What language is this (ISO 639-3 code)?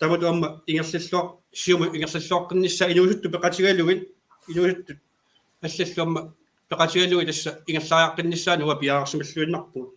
kal